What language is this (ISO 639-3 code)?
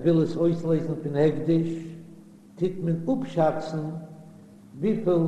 yid